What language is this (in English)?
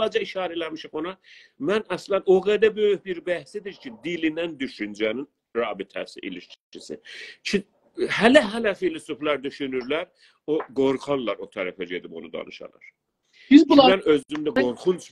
South Azerbaijani